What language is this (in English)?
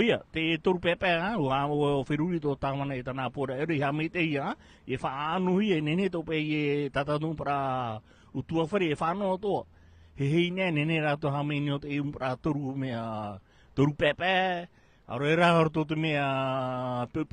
Tahitian